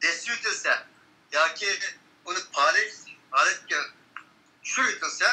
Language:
Uyghur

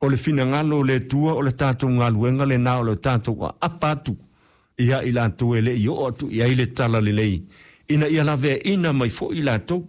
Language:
Samoan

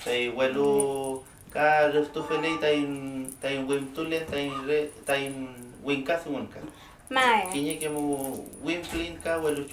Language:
Mapuche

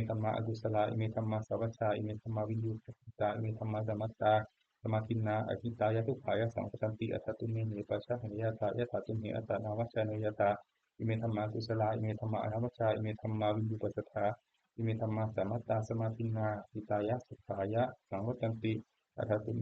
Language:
Pali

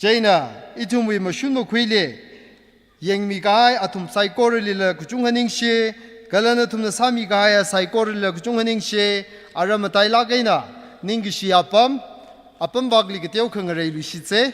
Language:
Tangkhul Naga (India)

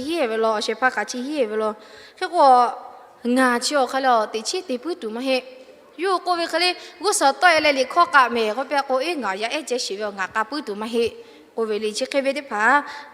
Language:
Lahu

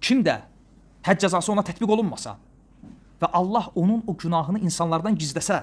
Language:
Azerbaijani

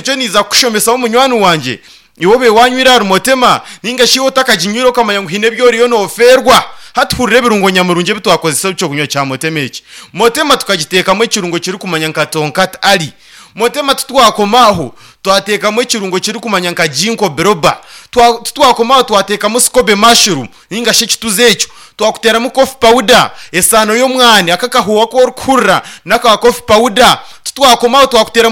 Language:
Nyankole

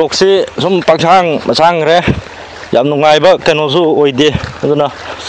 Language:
Manipuri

